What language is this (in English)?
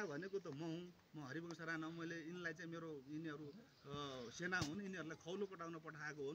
Nepali